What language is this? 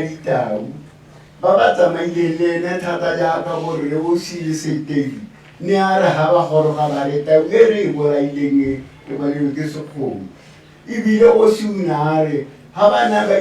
Tswana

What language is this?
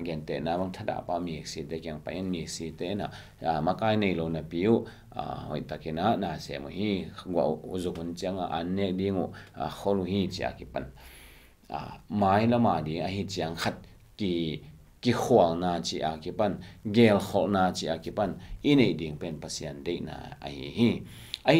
Tedim Chin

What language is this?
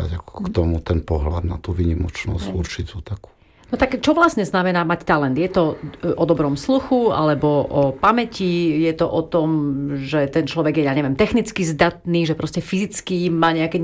Slovak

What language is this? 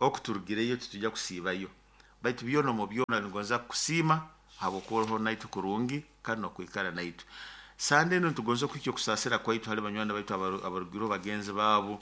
Nyoro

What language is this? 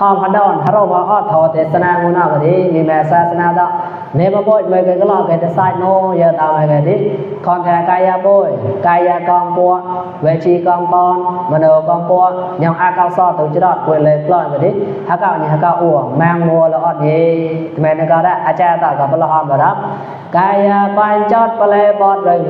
Mon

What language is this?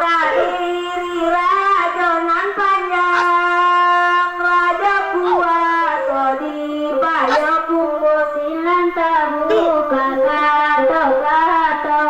Minangkabau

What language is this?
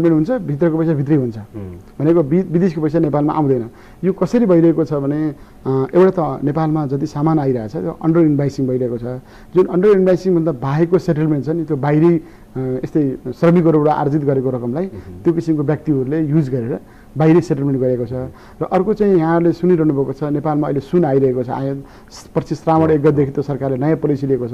Nepali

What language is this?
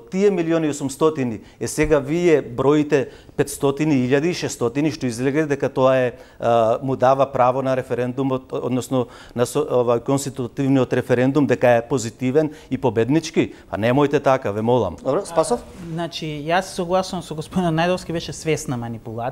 Macedonian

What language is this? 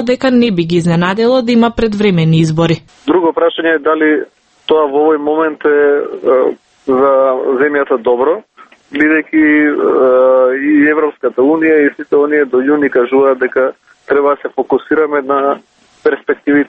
Macedonian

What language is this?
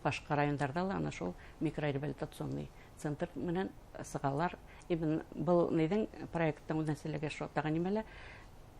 Bashkir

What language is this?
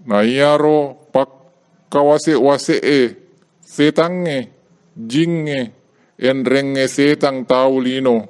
Buginese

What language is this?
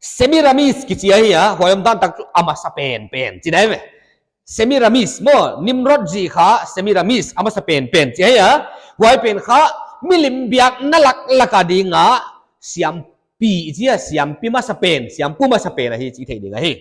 Paite Chin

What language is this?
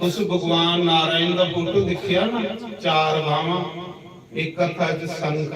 Dogri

